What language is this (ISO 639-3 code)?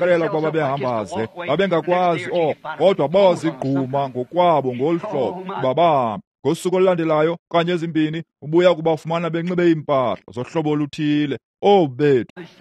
xho